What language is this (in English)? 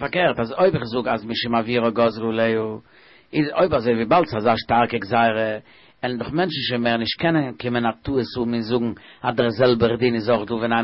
Yiddish